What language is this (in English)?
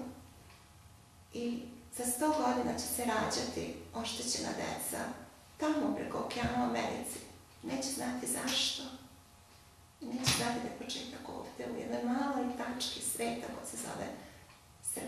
Serbian